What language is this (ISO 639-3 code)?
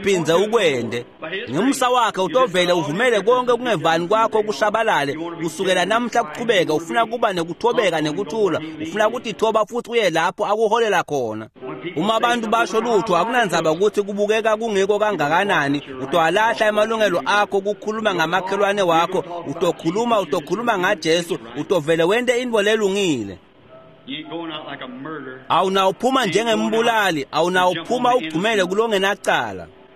ssw